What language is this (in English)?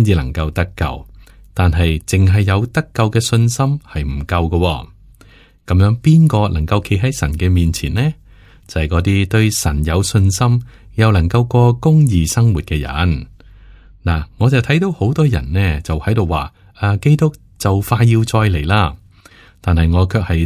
Cantonese